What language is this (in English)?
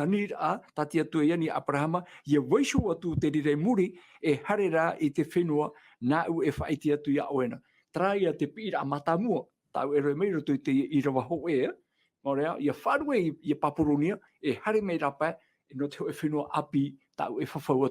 Tahitian